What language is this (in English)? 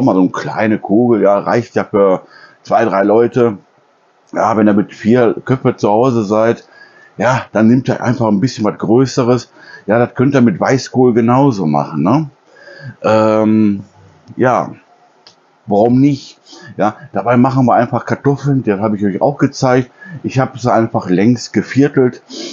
German